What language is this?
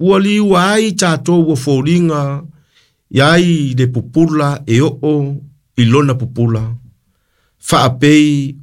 Samoan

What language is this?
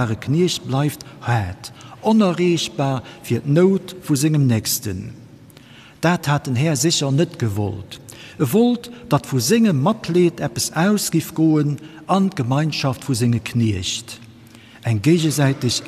Luxembourgish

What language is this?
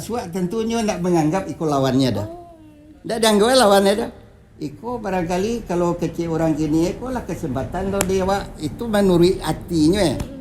Minangkabau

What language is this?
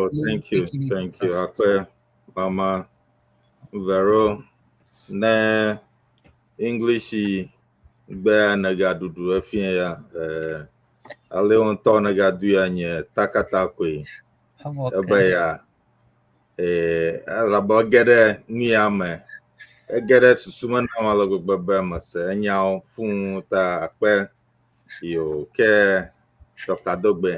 Ewe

